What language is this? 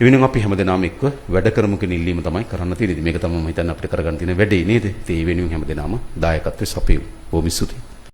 Sinhala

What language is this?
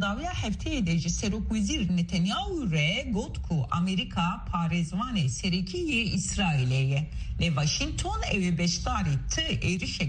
Kurdish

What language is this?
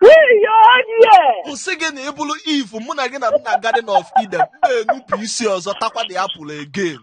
Igbo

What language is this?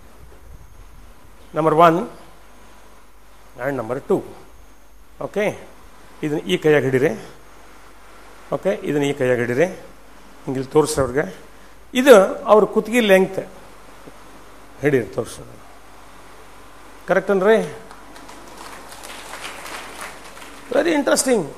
Kannada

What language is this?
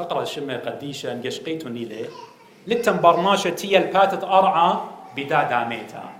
Assyrian Neo-Aramaic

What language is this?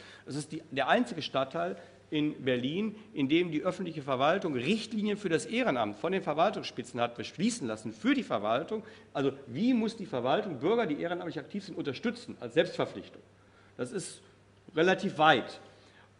German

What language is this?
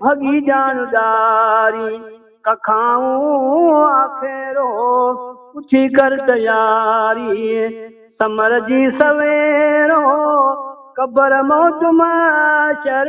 Saraiki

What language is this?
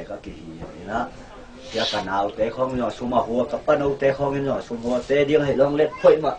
Tedim Chin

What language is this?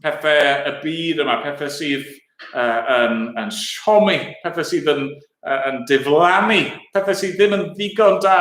Welsh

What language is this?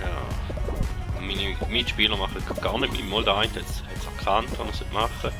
Swiss German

